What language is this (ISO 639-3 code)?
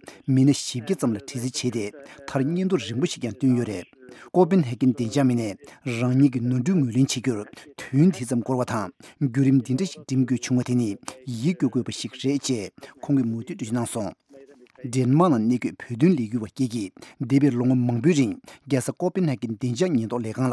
bod